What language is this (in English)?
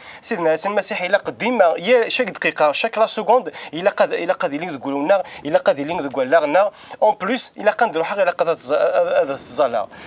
Kabyle